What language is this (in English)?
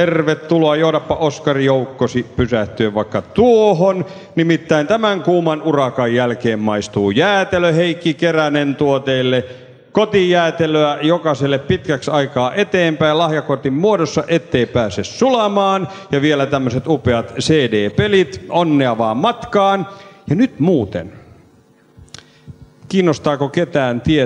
Finnish